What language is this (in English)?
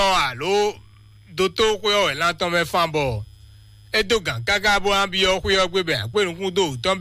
Fon